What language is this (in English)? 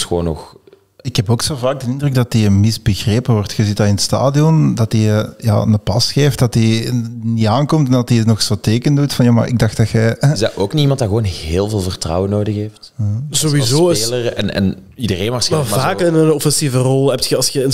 Dutch